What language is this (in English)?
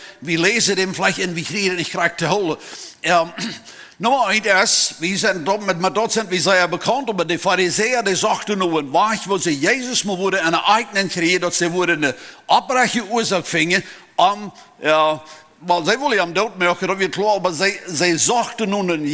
Plautdietsch